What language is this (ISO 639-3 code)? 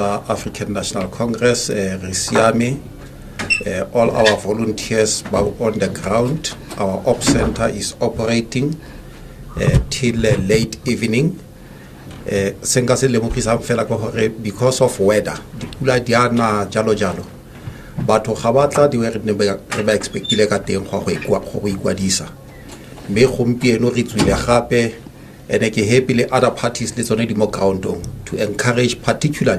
tsn